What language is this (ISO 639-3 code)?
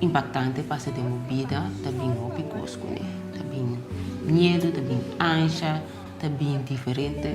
pap